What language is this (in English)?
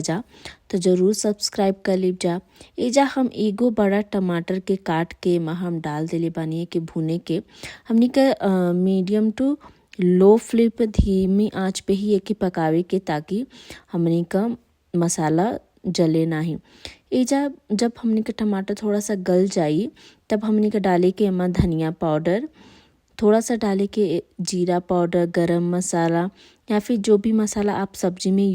Bhojpuri